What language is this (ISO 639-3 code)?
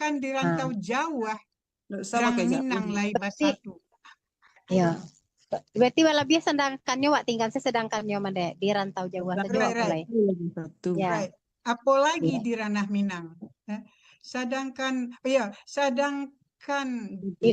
min